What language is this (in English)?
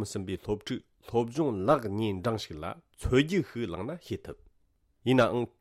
Tibetan